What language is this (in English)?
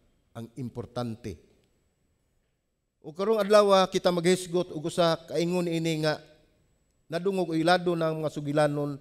Cebuano